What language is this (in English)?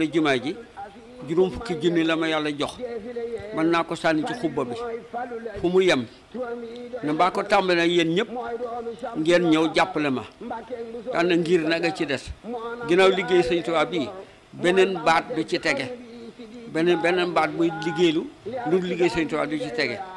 Wolof